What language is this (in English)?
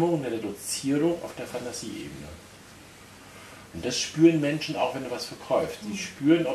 German